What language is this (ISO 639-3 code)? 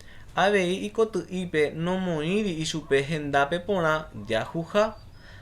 grn